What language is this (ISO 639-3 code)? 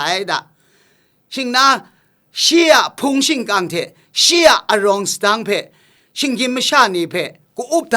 kac